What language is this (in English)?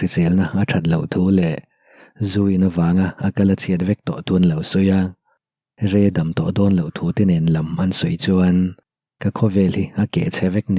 Mizo